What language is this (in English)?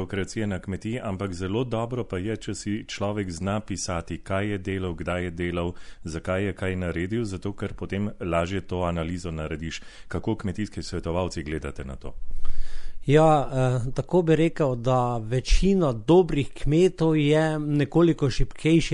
Slovenian